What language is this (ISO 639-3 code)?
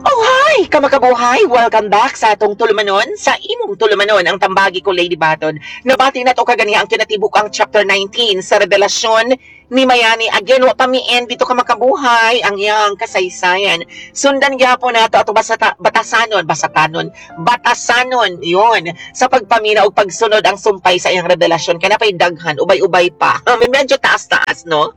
ceb